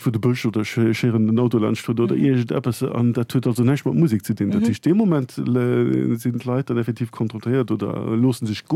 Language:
Luxembourgish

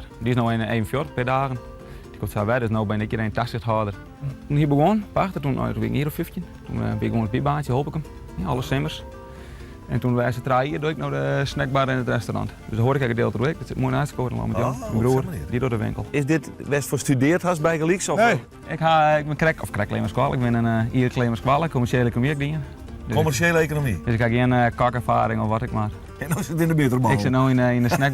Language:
Western Frisian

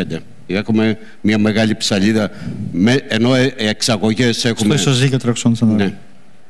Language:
Greek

